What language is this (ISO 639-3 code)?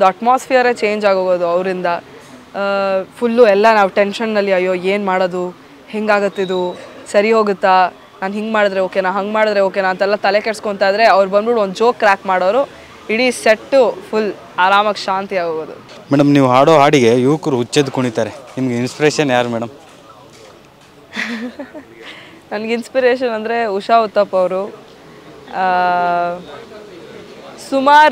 kan